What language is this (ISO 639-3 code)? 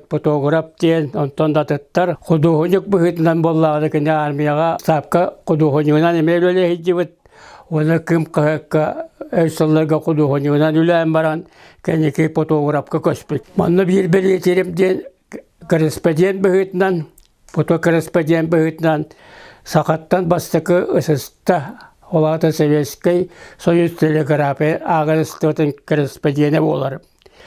sah